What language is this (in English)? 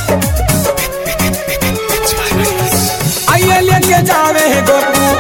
Bhojpuri